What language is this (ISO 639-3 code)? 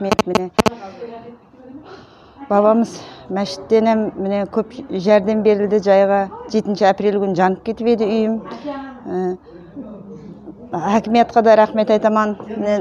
kaz